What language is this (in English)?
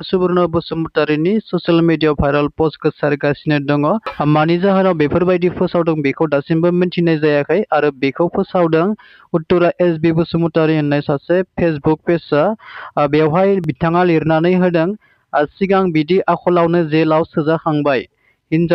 Bodo